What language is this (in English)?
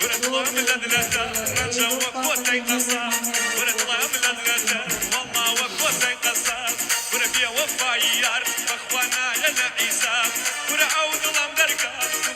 Kurdish